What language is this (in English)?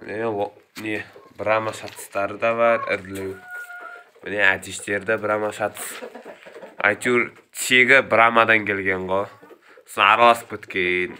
Kazakh